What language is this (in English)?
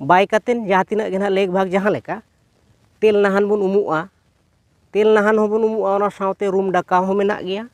Santali